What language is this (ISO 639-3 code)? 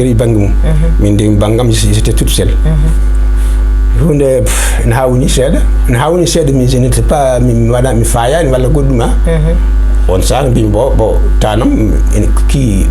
ful